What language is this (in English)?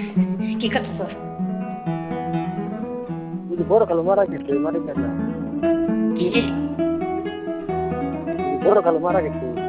Kannada